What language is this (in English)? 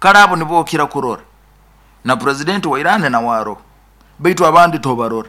Nyoro